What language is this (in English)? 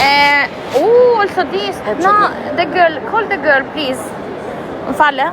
Albanian